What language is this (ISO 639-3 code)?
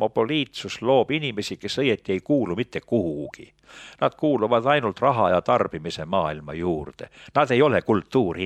est